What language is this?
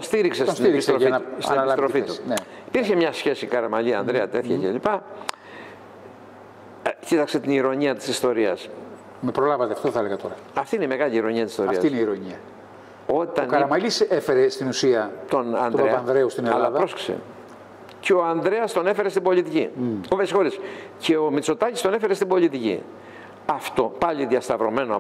Greek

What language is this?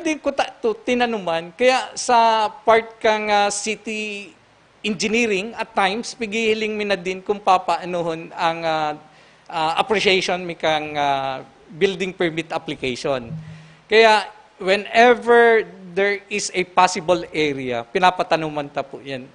Bikol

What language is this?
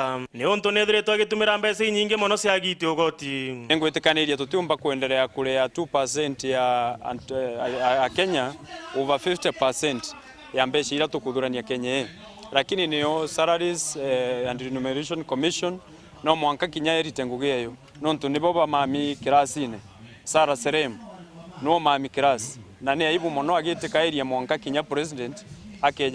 Meru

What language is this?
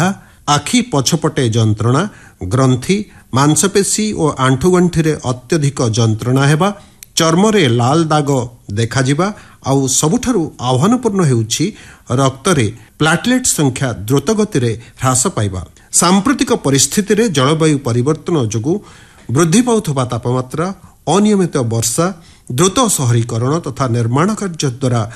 Odia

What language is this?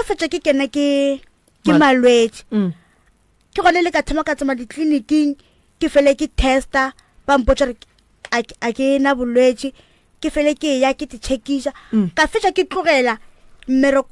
Northern Sotho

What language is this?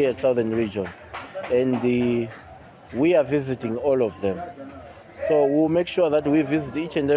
English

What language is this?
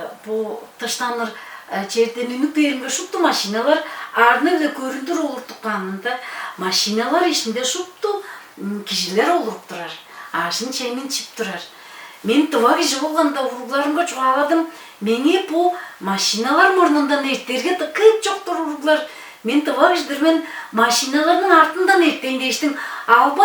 Tuvinian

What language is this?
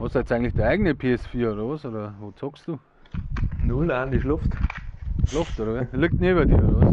Bavarian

